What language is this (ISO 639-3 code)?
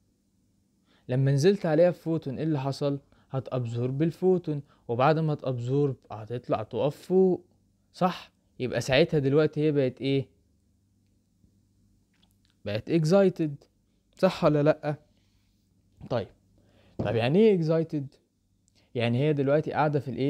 arz